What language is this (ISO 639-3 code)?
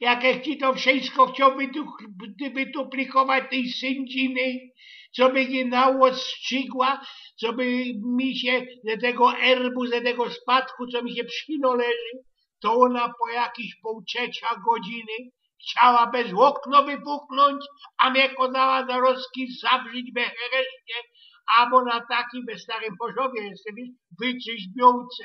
szl